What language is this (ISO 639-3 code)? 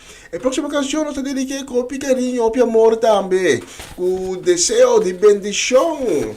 pap